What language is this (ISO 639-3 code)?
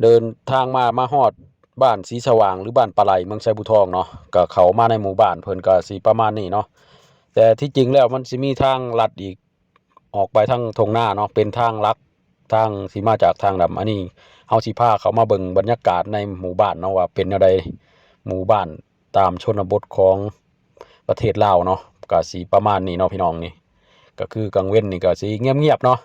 lao